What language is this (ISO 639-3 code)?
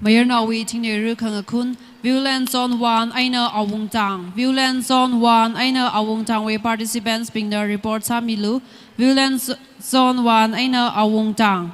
nmf